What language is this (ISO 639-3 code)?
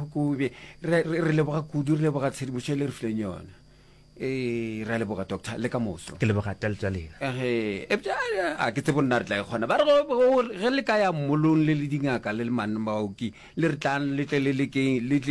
nso